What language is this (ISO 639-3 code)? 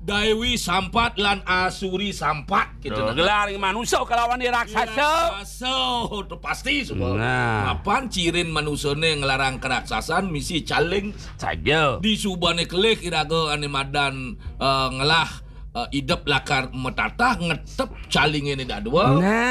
ban